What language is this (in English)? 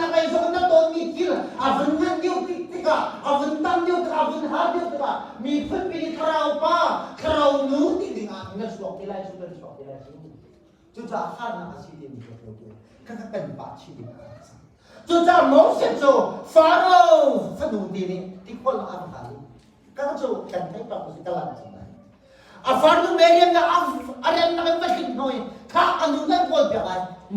Hakha Chin